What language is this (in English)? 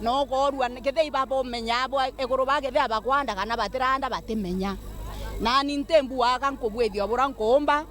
Meru